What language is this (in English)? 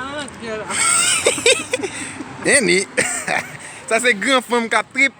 Haitian Creole